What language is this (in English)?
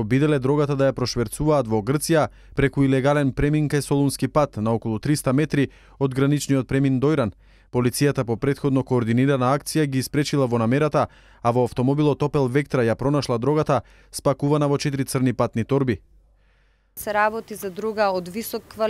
Macedonian